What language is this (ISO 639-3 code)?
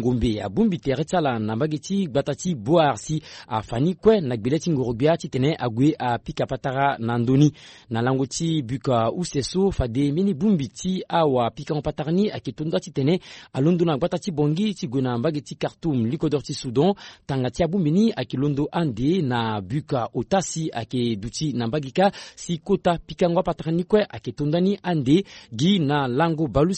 sag